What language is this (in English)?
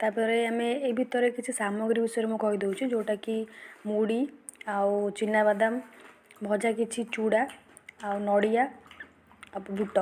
Odia